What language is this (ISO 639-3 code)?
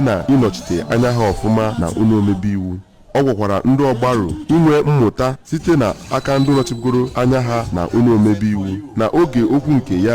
ibo